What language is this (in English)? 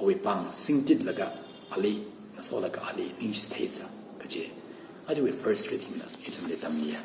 Tangkhul Naga (India)